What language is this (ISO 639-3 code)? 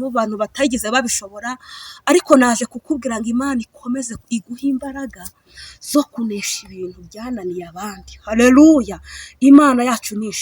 kin